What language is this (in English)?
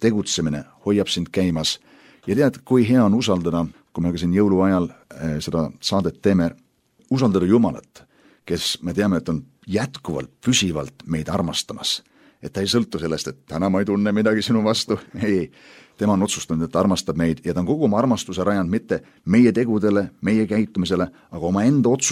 Estonian